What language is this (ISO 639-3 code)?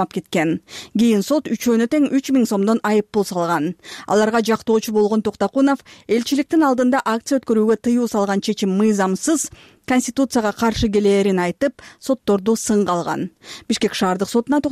kir